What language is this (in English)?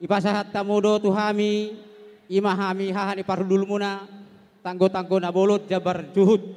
Batak Toba